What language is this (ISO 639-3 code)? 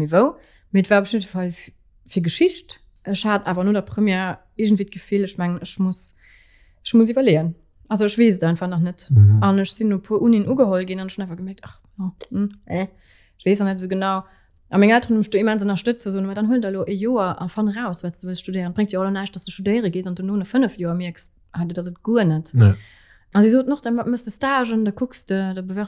ltz